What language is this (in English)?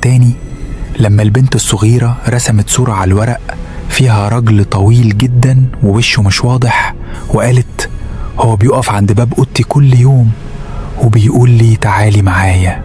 Egyptian Arabic